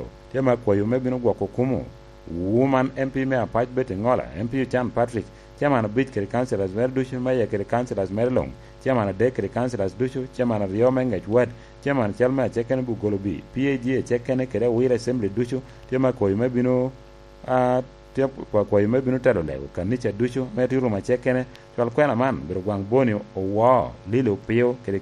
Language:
Lango (Uganda)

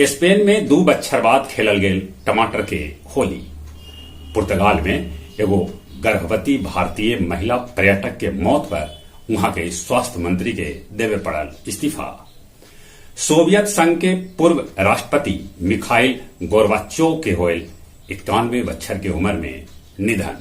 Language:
Magahi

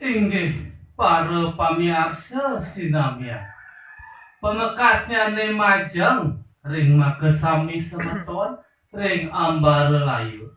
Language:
Balinese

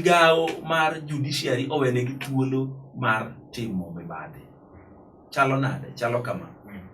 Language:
Luo (Kenya and Tanzania)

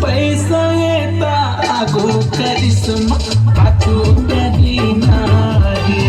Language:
Chhattisgarhi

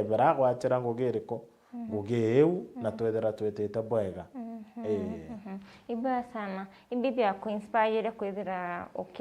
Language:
Meru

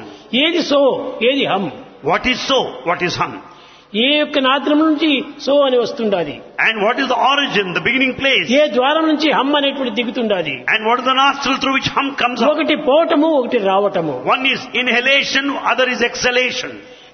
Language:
Telugu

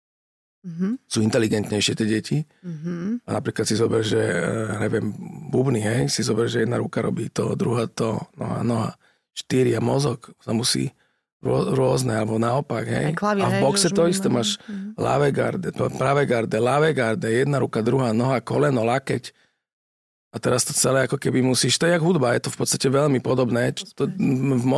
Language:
Slovak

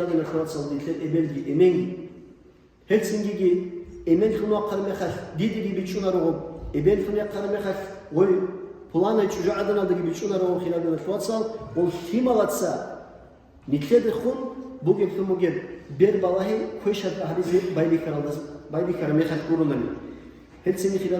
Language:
Avaric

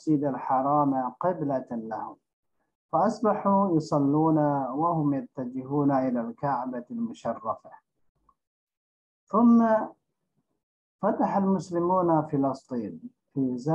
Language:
Arabic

